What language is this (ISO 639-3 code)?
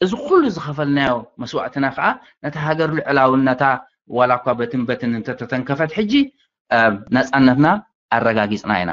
tir